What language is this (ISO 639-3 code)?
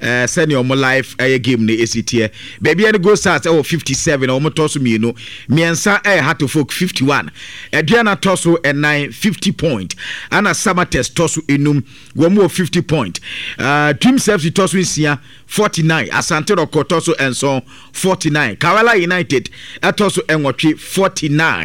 aka